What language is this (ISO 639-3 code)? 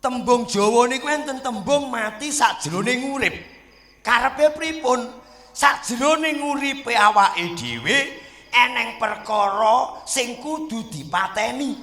jav